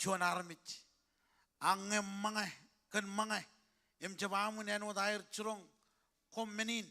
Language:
Marshallese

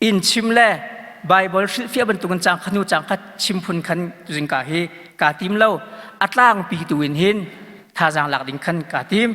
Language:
Hakha Chin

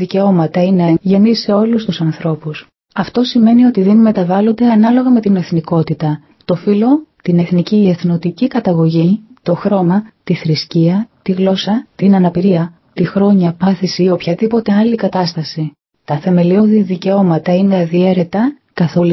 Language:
Greek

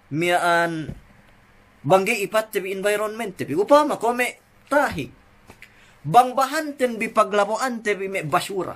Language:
Yakan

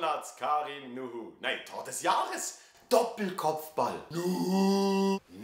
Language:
Swiss German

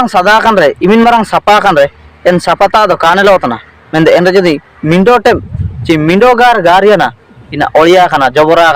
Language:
Ho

